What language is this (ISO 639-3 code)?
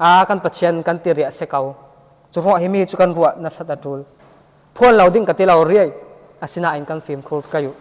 cfm